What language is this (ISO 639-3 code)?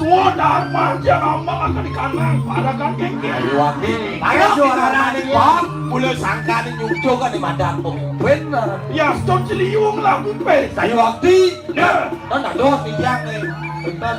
ban